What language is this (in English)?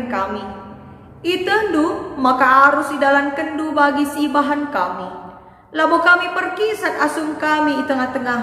Batak Karo